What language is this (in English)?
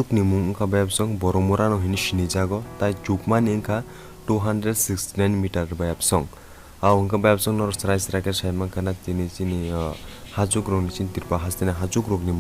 Kok Borok